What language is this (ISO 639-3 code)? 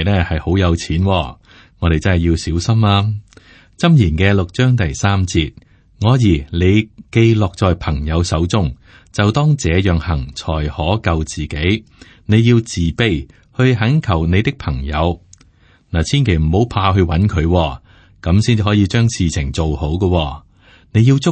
yue